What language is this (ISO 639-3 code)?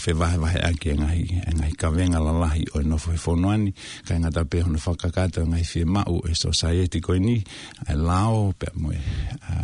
ton